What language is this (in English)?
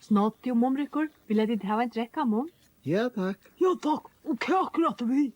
Faroese